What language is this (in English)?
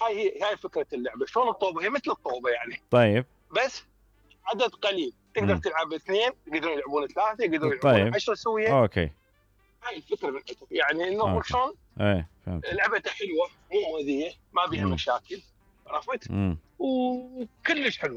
Mesopotamian Arabic